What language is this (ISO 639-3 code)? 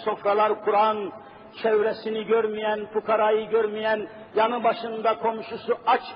tur